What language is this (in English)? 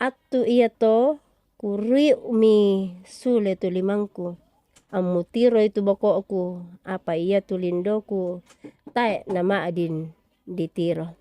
Toraja-Sa'dan